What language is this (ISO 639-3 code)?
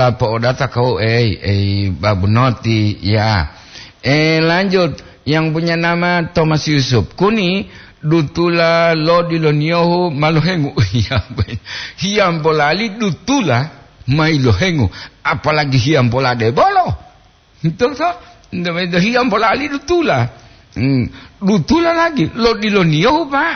gor